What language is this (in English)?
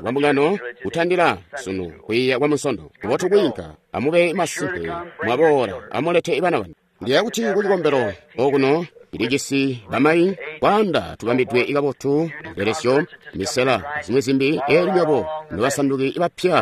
Tonga (Zambia)